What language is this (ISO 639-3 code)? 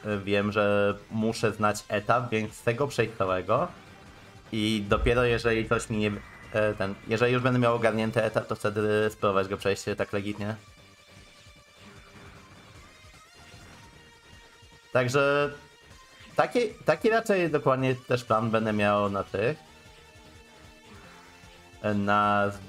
pol